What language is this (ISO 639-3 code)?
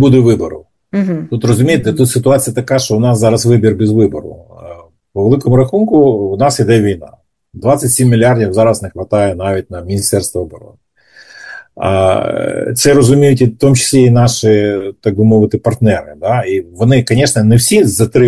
ukr